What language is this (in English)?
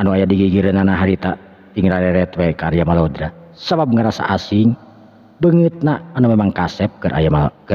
Sundanese